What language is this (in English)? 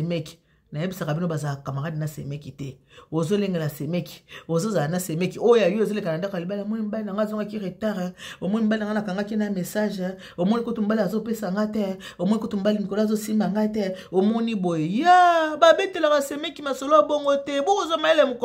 Lingala